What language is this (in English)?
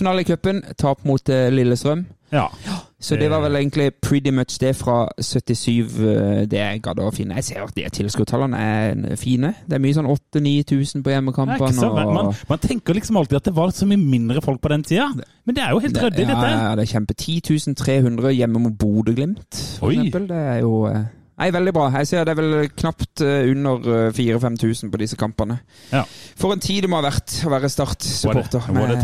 Norwegian